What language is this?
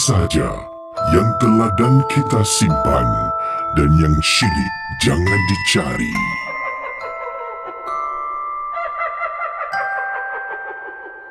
Malay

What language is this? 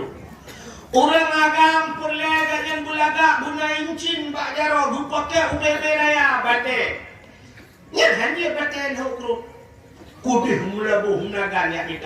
Achinese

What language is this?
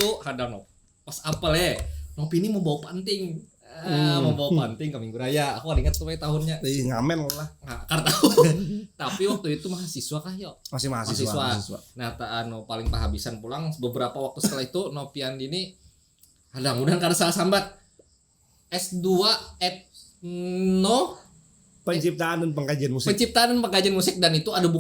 Banjar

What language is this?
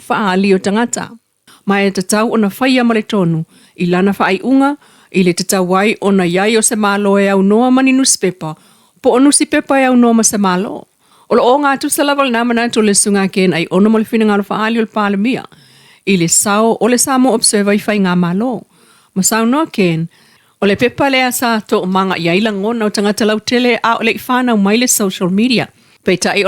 Samoan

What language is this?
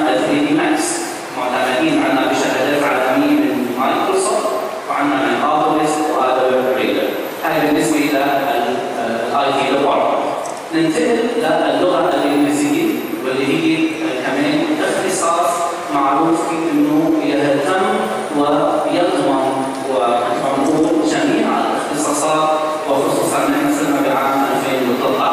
Arabic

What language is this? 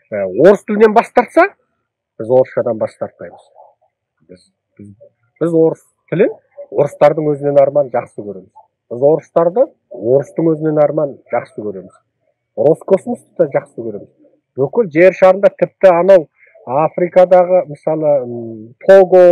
Kazakh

